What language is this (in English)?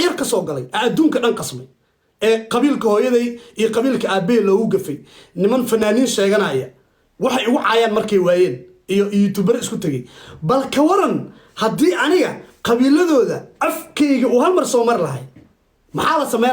Somali